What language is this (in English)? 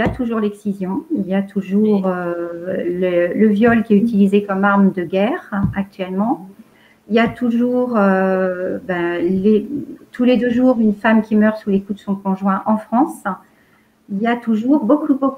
French